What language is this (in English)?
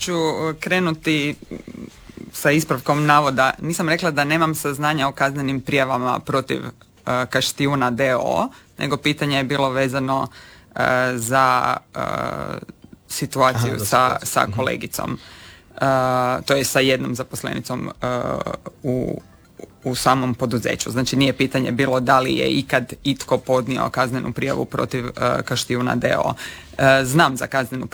Croatian